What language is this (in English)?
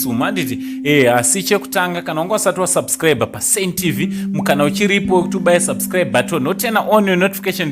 Shona